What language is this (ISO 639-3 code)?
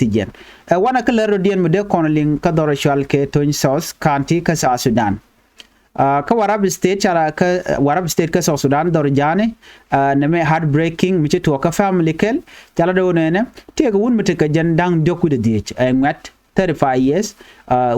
nus